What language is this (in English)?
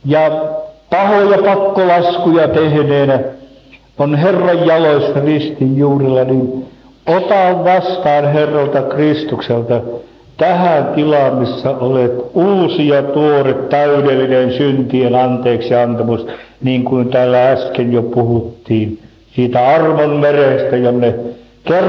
Finnish